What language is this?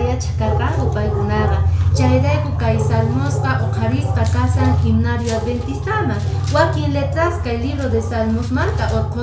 Quechua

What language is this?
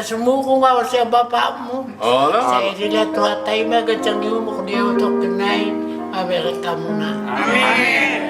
Batak Toba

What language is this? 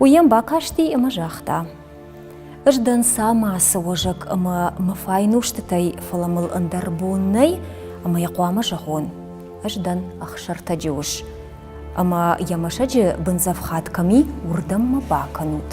Ossetic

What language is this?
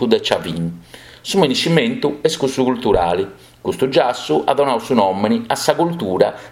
Sardinian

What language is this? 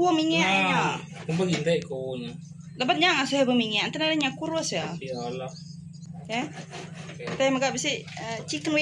Iban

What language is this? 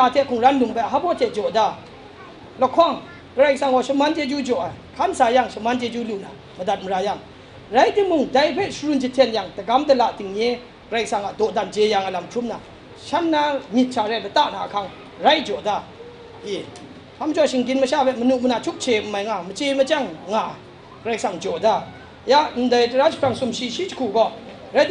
Kachin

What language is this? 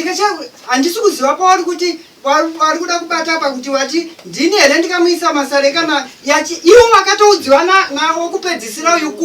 Shona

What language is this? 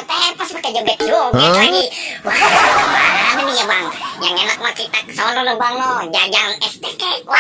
Betawi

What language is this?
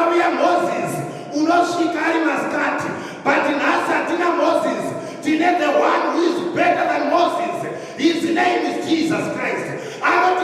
Shona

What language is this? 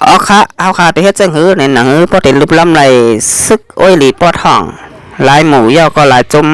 Shan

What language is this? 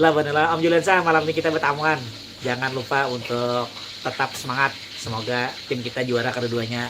Banjar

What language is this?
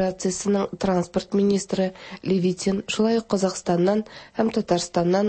Tatar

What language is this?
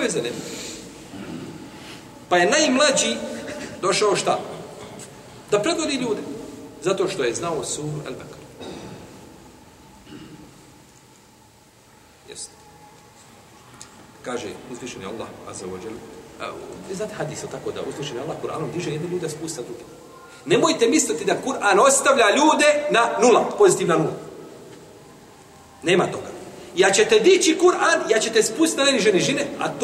Bosnian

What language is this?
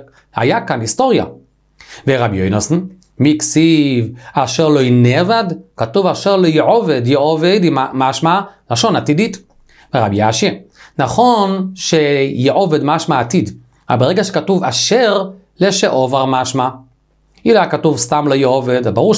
Hebrew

